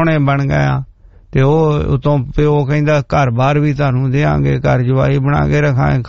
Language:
Punjabi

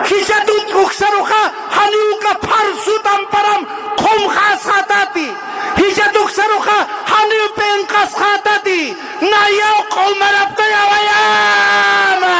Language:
Aymara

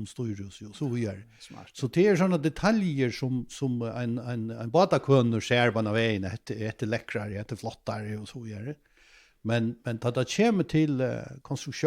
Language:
Faroese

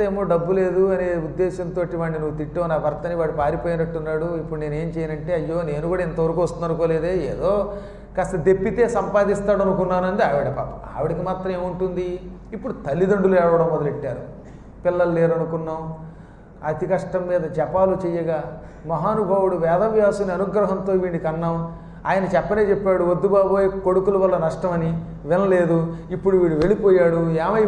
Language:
Telugu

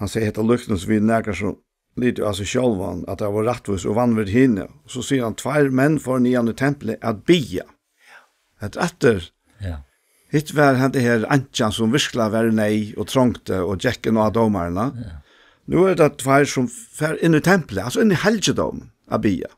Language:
Faroese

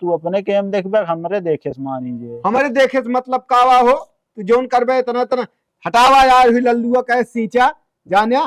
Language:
Awadhi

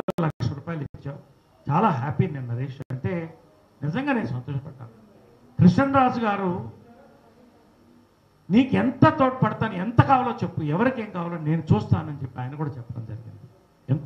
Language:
Telugu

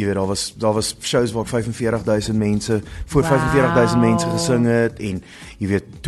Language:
Afrikaans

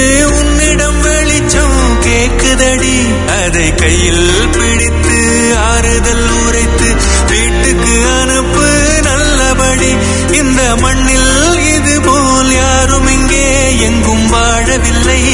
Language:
Tamil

